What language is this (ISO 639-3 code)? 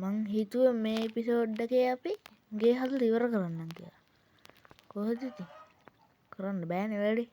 sin